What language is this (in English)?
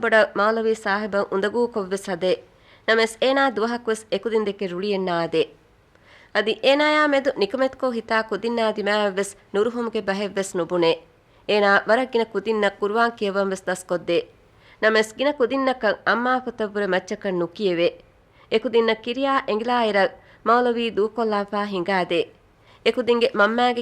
Divehi